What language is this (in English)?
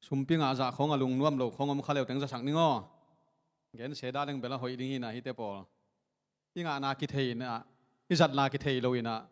Tedim Chin